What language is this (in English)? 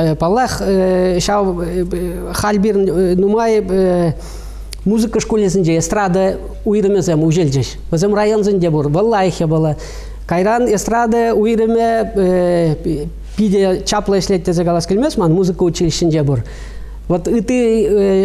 Chuvash